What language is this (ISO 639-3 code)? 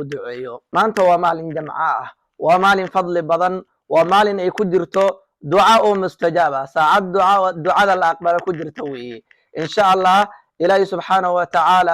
som